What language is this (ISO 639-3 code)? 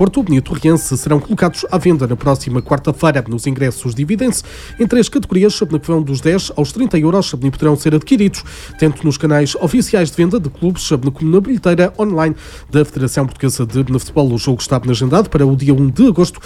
por